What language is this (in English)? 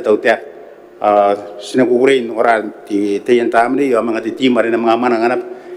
Gilbertese